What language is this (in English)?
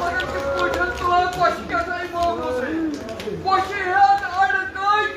Kashmiri